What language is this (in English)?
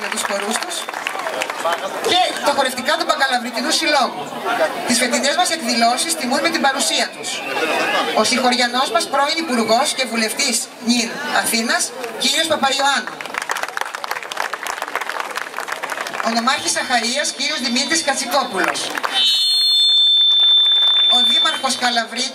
Greek